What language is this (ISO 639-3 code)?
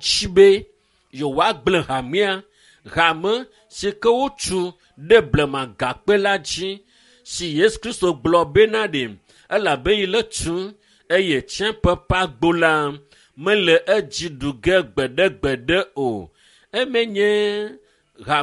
ewe